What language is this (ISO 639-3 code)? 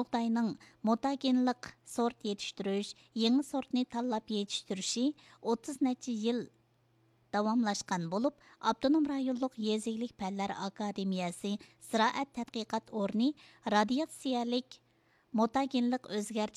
uig